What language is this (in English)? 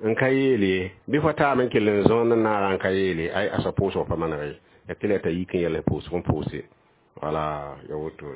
Mossi